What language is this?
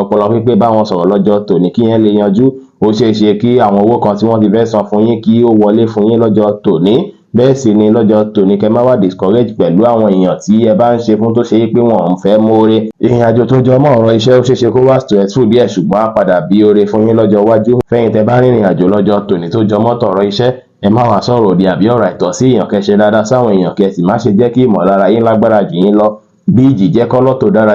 Yoruba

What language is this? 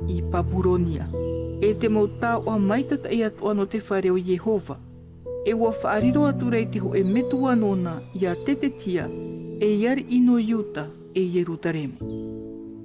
Tahitian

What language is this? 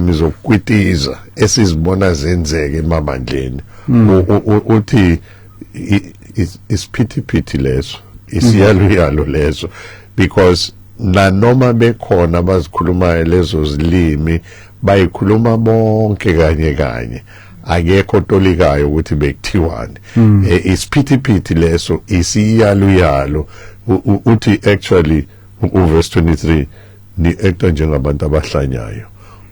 Zulu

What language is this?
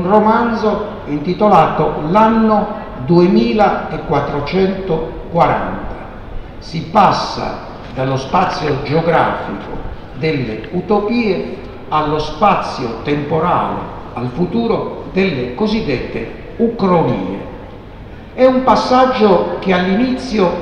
Italian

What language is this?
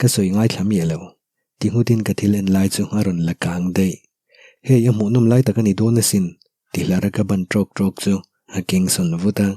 Mizo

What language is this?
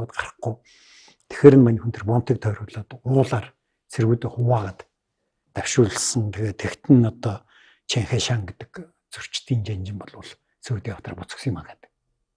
Mongolian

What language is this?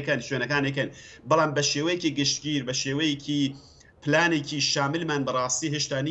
Central Kurdish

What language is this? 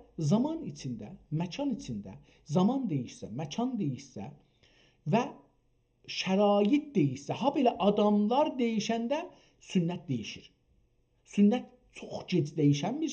South Azerbaijani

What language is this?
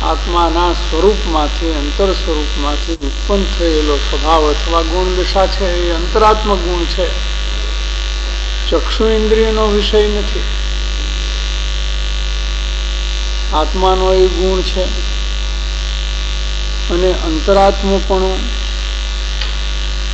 Gujarati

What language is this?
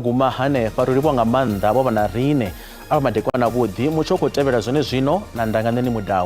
Venda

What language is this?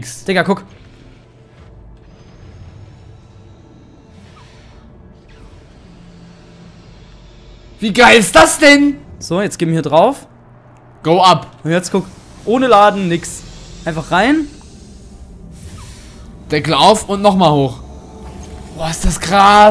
German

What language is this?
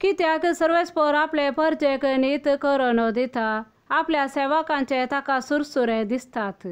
Konkani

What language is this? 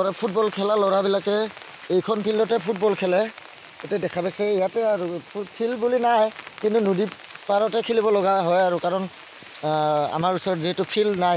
Assamese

